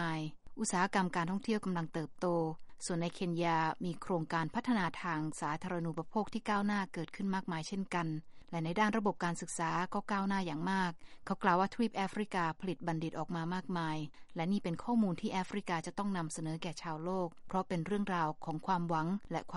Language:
Thai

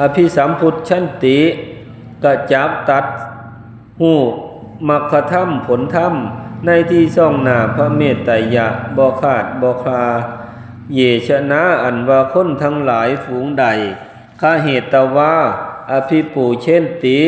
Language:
Northeastern Thai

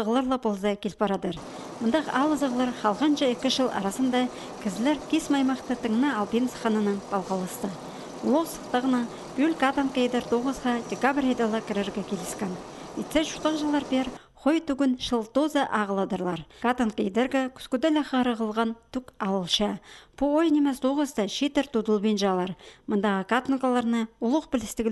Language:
Khakas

